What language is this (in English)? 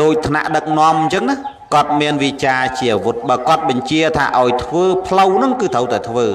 Khmer